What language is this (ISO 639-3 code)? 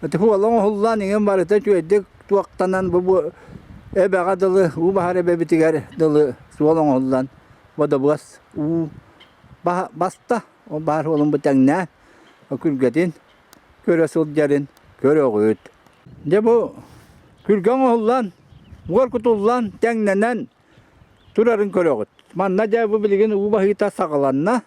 sah